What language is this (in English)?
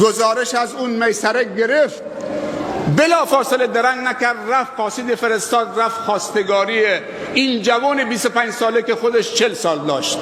Persian